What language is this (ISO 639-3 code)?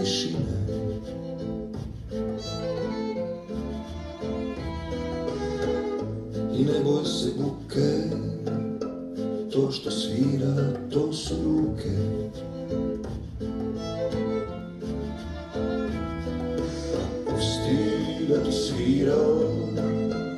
srp